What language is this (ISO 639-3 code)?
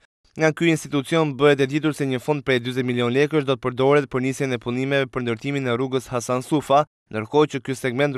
sqi